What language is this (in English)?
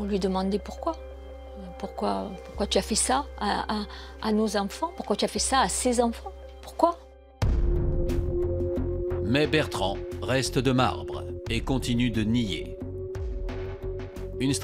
French